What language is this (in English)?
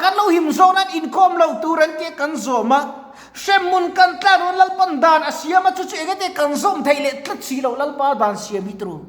Mizo